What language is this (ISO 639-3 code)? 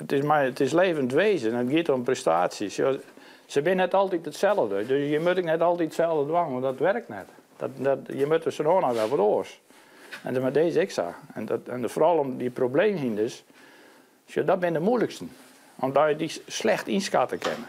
fry